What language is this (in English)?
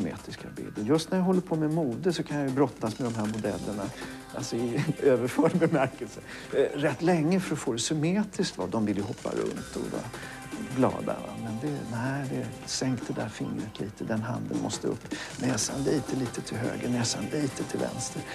Swedish